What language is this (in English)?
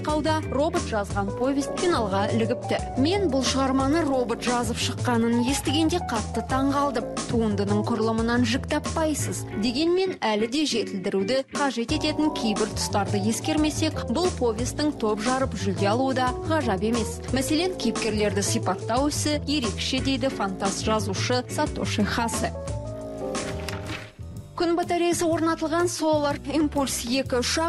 Kazakh